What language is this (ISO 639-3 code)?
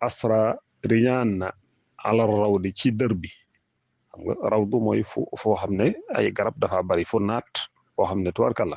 wol